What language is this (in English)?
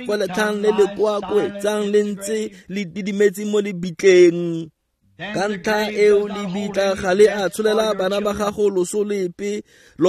Tswana